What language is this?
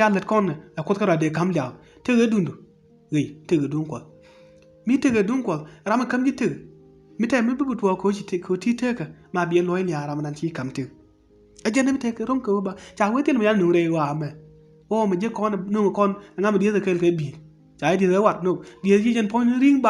Nuer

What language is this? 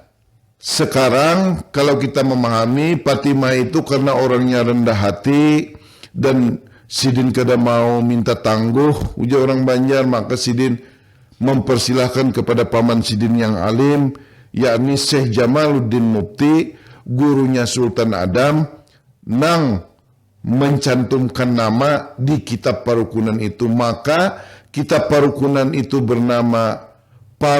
Banjar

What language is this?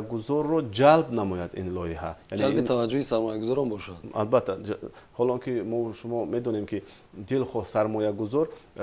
Tajik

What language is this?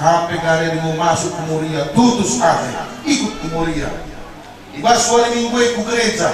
Batak Karo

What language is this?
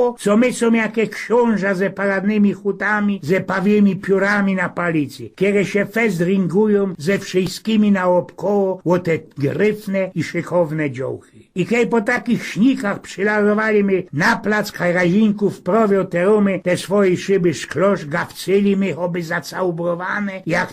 Silesian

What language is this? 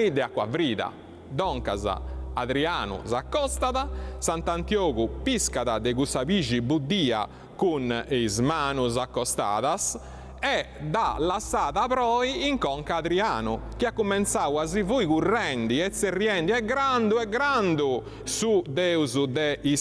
Sardinian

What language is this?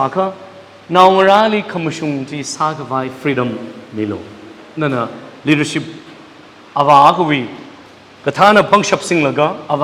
Tangkhul Naga (India)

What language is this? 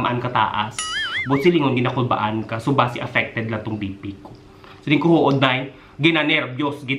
Hiligaynon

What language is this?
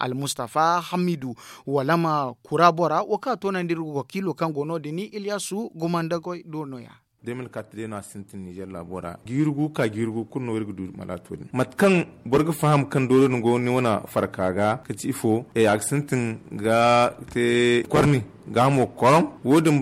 Zarma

